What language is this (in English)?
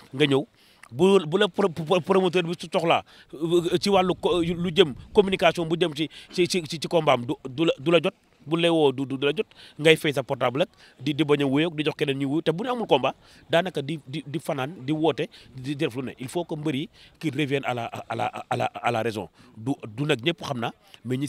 Wolof